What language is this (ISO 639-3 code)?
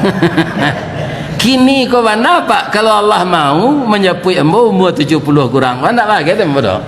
min